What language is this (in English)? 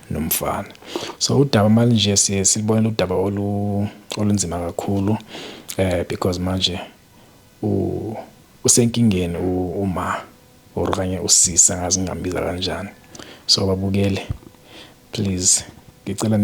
Zulu